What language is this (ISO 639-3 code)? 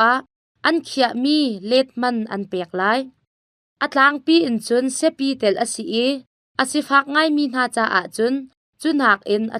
cnh